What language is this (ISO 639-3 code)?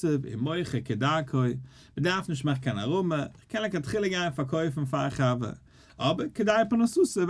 yid